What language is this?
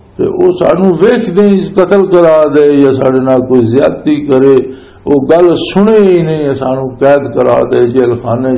Western Panjabi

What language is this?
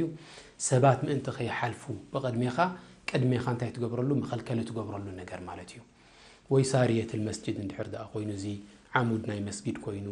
Tigrinya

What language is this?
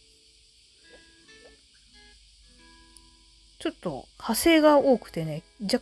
Japanese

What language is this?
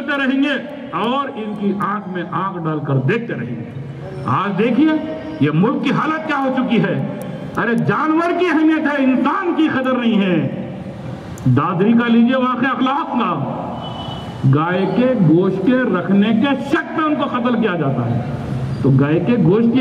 Urdu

